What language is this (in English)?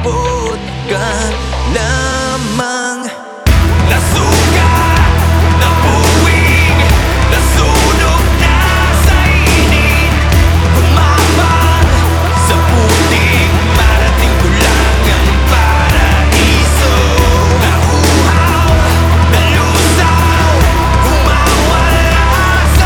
Filipino